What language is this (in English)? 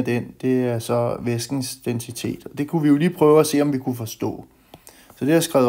Danish